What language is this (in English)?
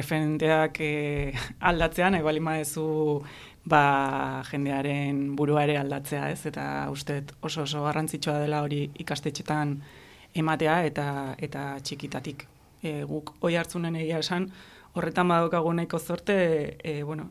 Basque